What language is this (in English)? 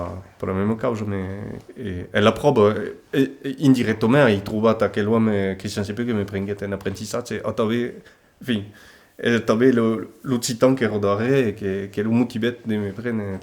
Occitan